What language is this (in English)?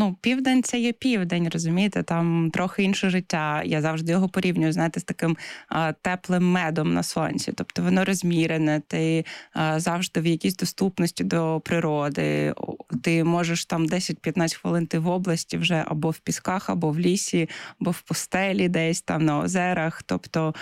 Ukrainian